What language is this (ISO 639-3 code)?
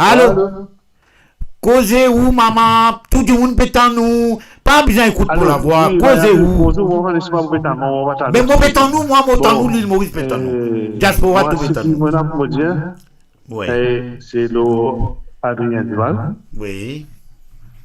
mfe